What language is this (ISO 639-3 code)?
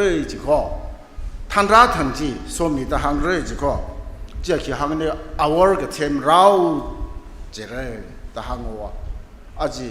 nmf